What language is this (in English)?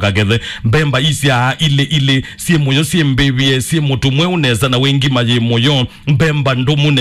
Kamba